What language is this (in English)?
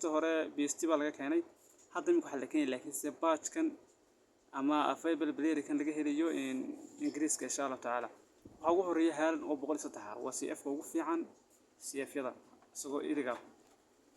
Somali